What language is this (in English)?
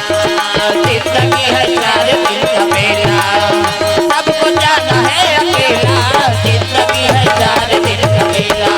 Chhattisgarhi